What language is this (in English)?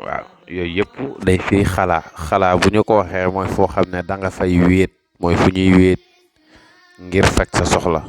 Wolof